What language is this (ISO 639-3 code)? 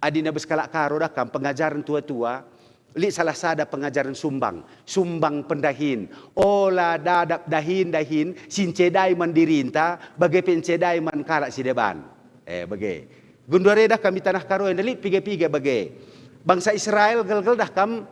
btx